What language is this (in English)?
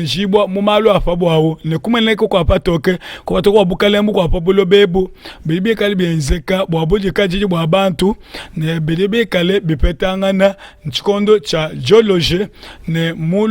Luba-Lulua